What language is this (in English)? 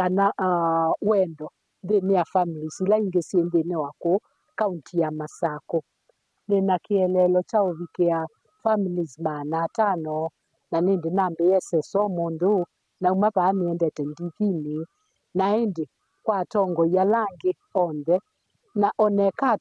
Kamba